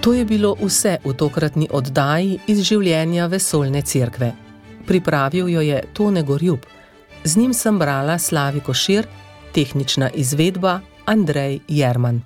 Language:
Slovenian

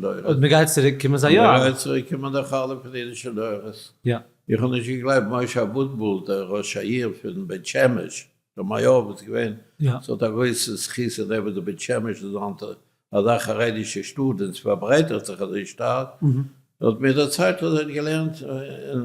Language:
Yiddish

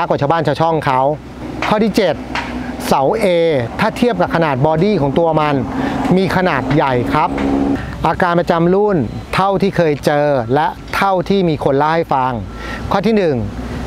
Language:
Thai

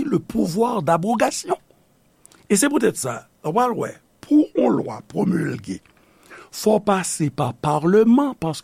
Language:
Haitian Creole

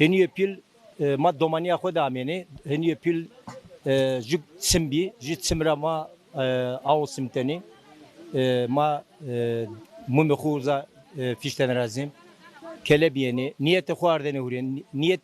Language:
Zaza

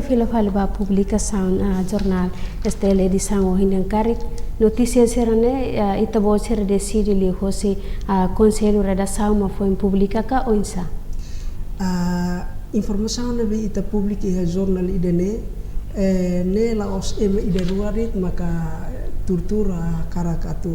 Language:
Tetum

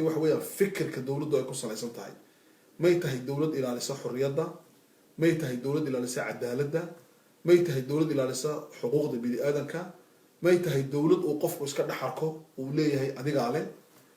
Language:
Somali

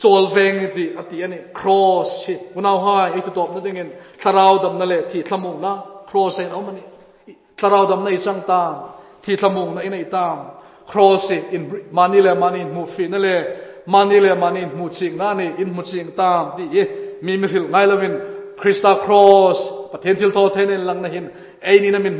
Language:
Hmar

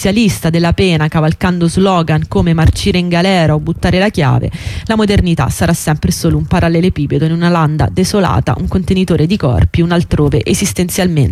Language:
Italian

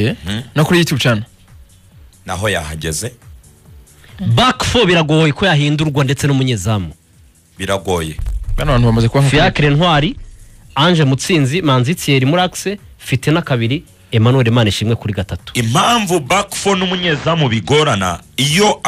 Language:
Kinyarwanda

